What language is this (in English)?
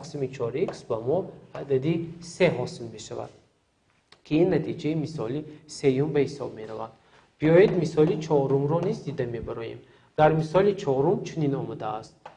Tajik